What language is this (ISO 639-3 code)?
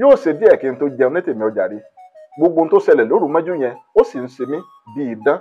yor